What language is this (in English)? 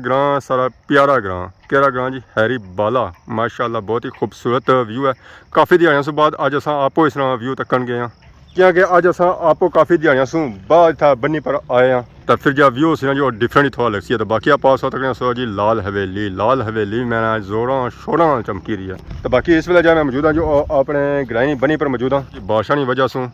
Pahari-Potwari